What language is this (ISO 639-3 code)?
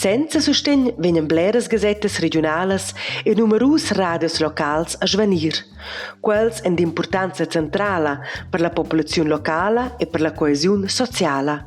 roh